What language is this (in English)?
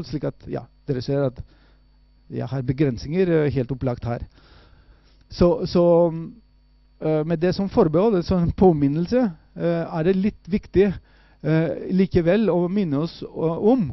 Norwegian